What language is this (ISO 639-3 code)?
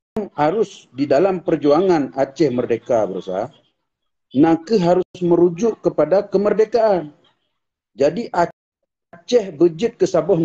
ace